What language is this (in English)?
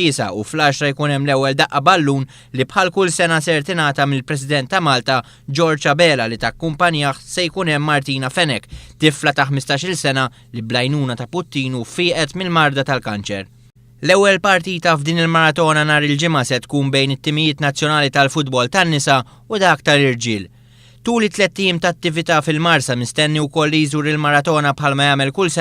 Maltese